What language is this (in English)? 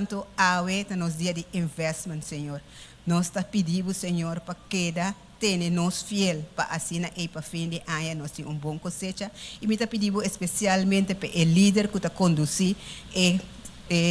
Papiamento